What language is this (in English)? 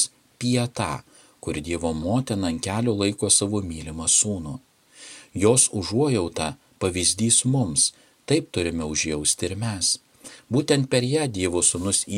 Lithuanian